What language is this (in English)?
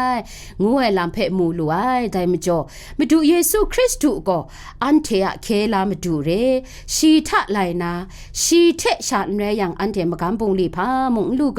Kachin